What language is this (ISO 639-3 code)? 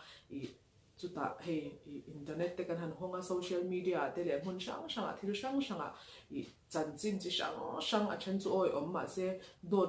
lus